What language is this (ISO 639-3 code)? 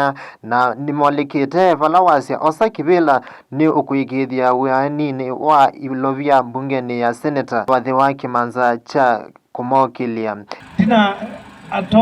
kam